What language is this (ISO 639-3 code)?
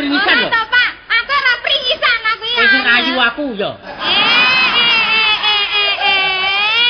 jav